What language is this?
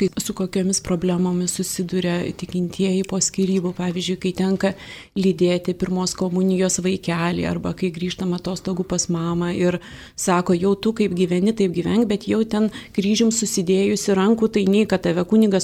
Lithuanian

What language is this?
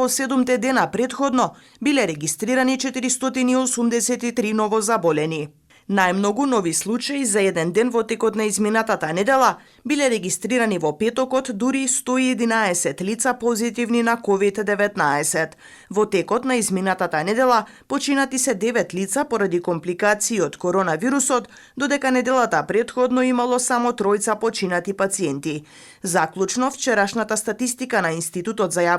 Macedonian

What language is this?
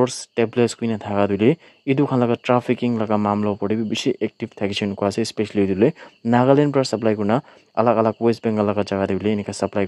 Naga Pidgin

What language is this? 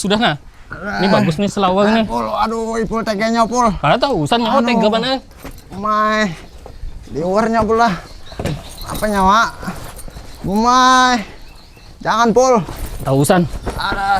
Banjar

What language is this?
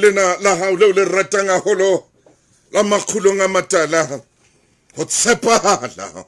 Southern Sotho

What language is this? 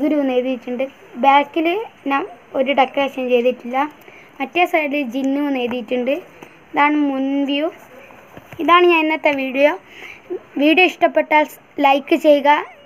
Malayalam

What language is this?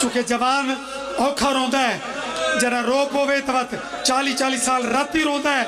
Pahari-Potwari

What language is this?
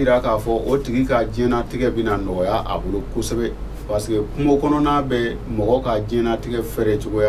Bambara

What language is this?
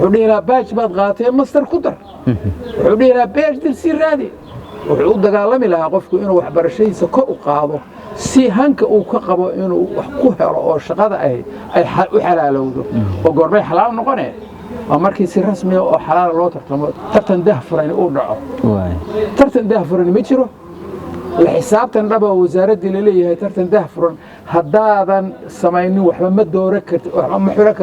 Somali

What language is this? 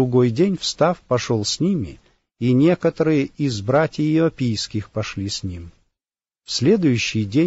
Russian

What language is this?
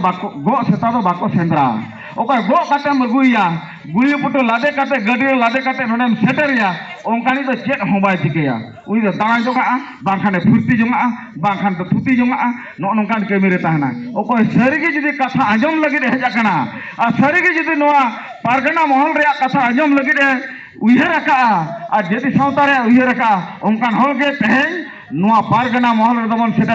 Santali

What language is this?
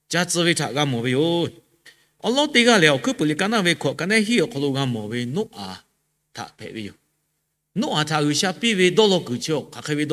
Lahu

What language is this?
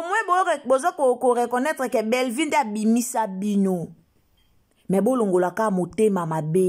Lingala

